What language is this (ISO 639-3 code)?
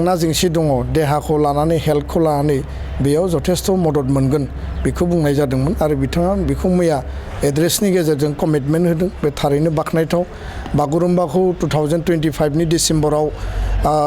brx